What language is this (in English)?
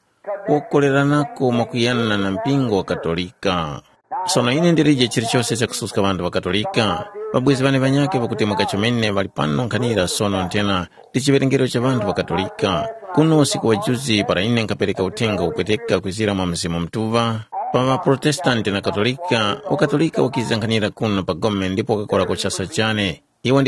Tumbuka